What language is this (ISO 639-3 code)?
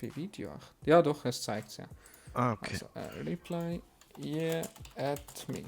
gsw